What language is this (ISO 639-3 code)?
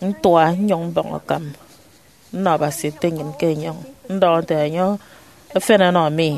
efi